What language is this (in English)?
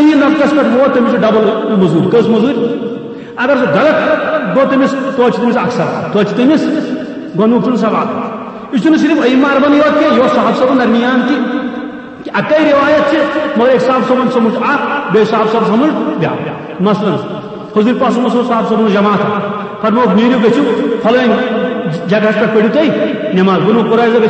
Kashmiri